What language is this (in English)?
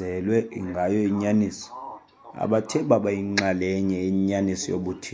Xhosa